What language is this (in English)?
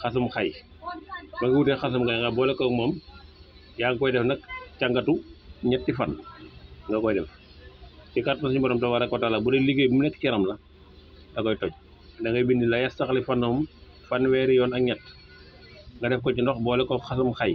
Wolof